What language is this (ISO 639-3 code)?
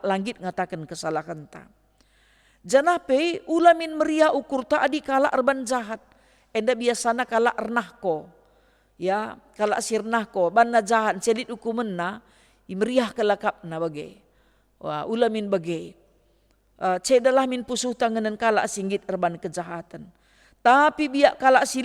btx